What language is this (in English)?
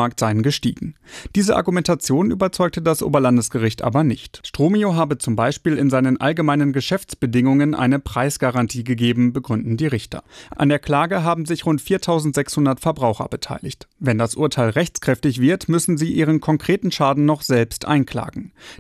German